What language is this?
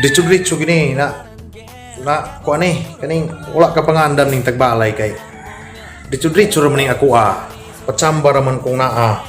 Cebuano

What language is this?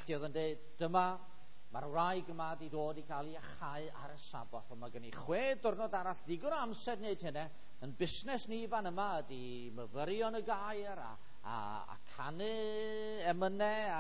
Welsh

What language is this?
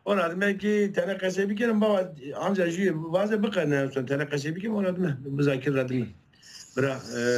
Zaza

